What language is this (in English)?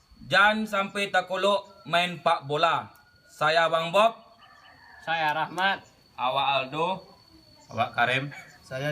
Minangkabau